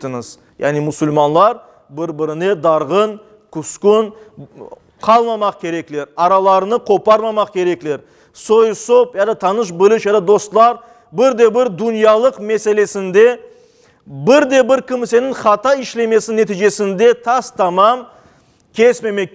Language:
Crimean Tatar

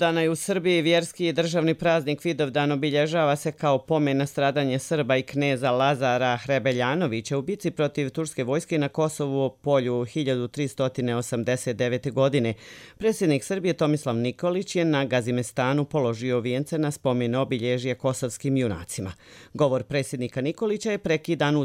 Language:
Serbian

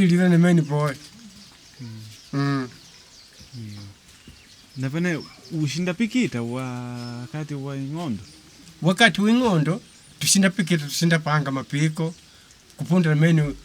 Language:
Makonde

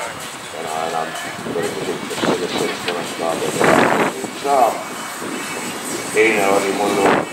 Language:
Estonian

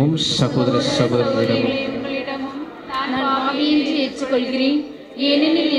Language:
Tamil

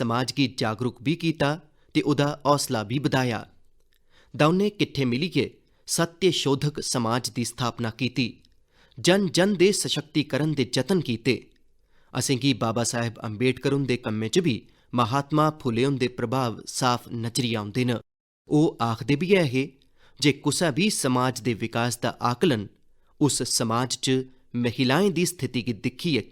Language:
Dogri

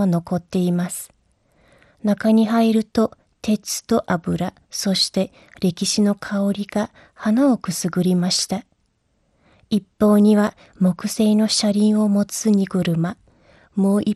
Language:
Japanese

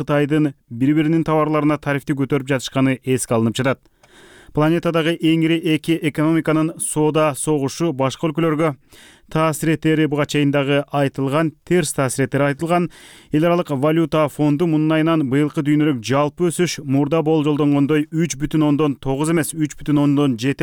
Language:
Kyrgyz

